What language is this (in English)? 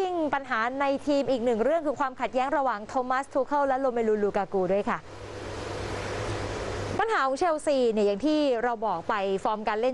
Thai